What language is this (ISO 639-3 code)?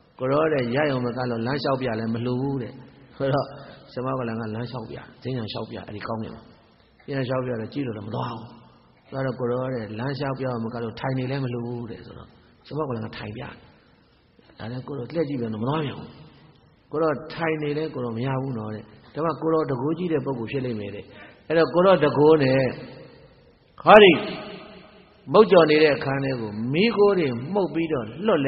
mya